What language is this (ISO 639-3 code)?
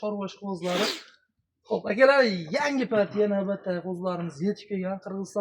uzb